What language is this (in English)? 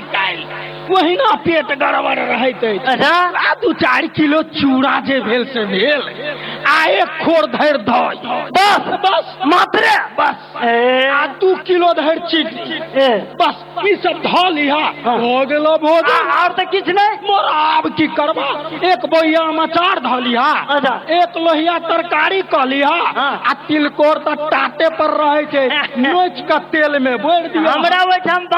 Maithili